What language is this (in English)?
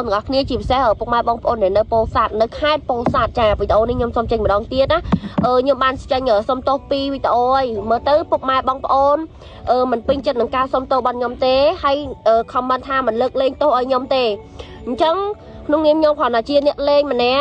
Khmer